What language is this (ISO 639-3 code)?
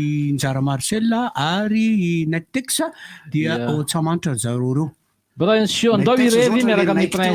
mlg